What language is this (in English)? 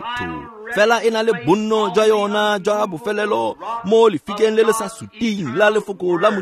Tswana